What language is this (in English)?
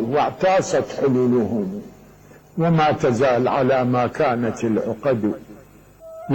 Mesopotamian Arabic